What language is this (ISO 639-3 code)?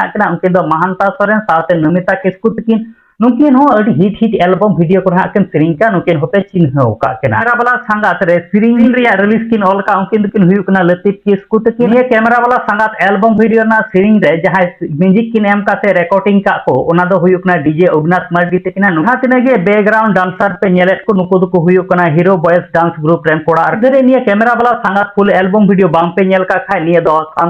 sat